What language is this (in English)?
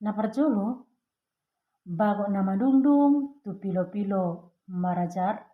Batak Toba